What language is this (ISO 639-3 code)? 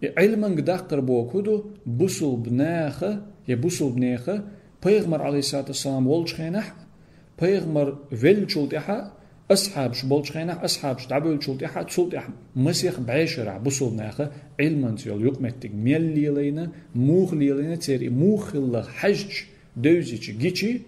che